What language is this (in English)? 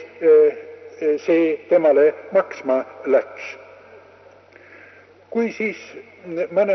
Estonian